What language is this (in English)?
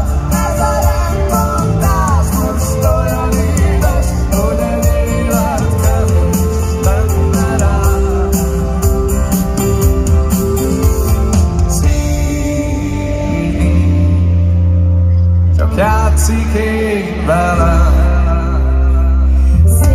Hungarian